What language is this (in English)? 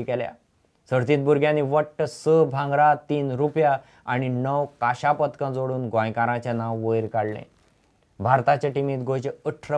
Konkani